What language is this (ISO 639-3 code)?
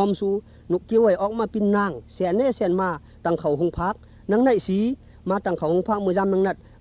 shn